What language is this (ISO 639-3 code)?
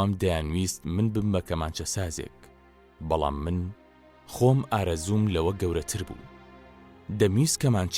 ckb